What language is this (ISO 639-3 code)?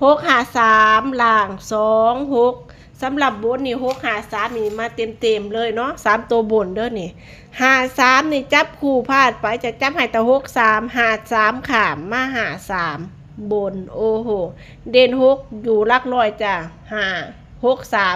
tts